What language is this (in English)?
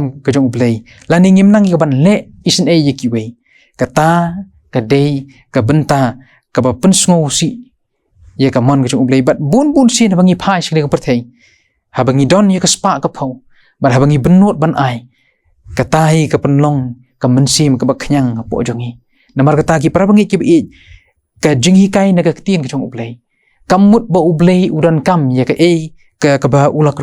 Khasi